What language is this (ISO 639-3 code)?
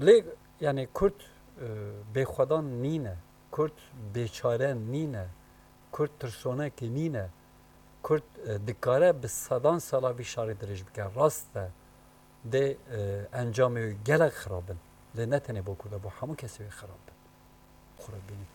kur